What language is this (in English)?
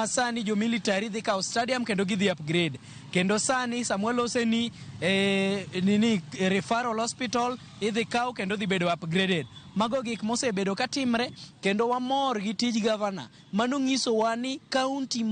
Luo (Kenya and Tanzania)